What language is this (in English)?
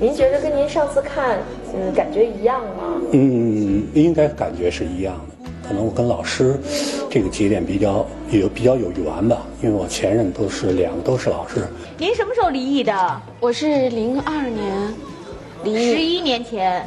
Chinese